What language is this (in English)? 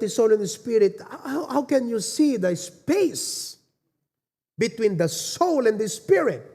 Iloko